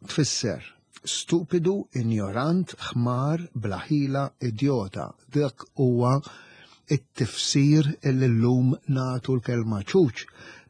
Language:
Maltese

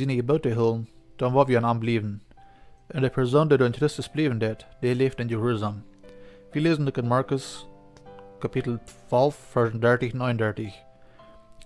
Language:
Plautdietsch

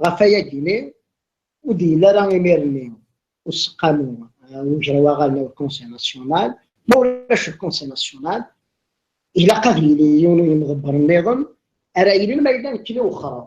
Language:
Kabyle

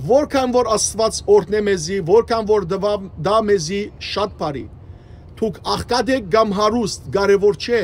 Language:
Western Armenian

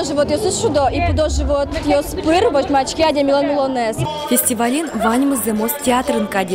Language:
Udmurt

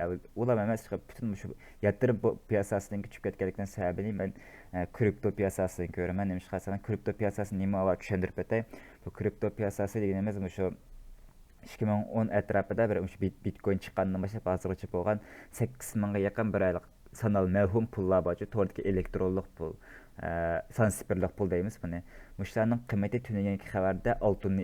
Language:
Uyghur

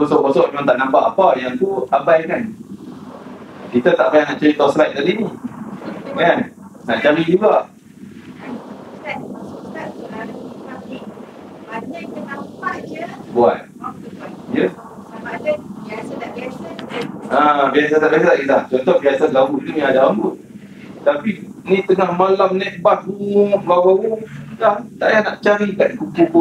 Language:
Malay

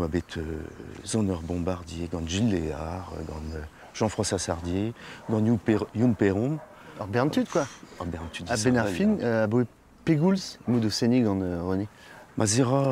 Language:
Breton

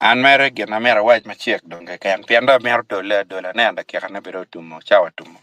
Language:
Acoli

